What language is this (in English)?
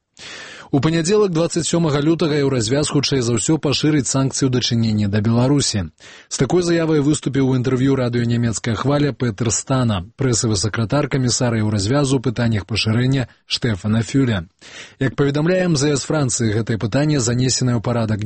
Belarusian